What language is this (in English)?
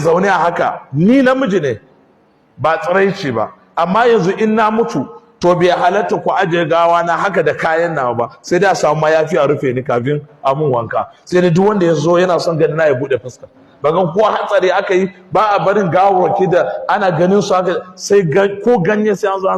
Hausa